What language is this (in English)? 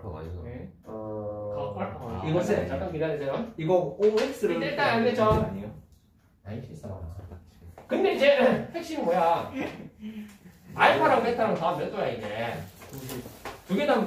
Korean